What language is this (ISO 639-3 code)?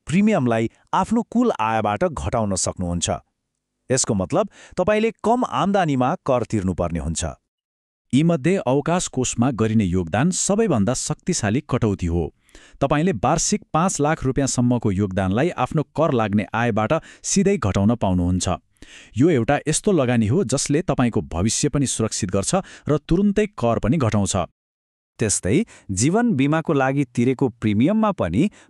nep